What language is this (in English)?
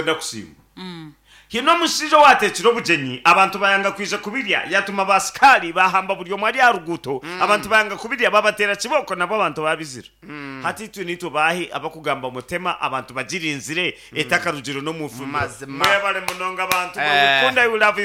Nyankole